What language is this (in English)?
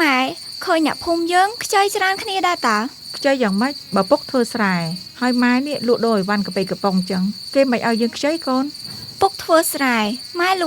Khmer